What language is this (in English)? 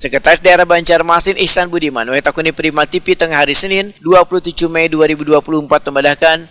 Banjar